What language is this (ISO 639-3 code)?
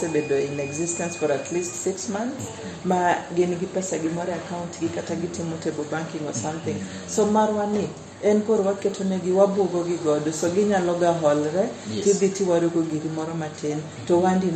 luo